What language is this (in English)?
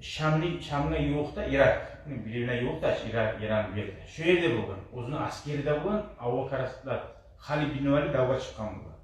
Kumyk